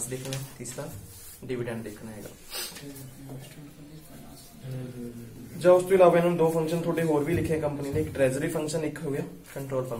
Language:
Punjabi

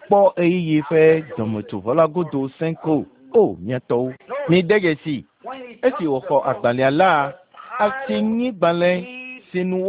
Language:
Ewe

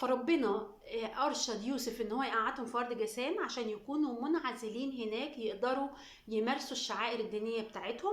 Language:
Egyptian Arabic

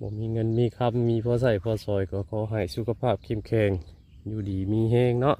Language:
Northeastern Thai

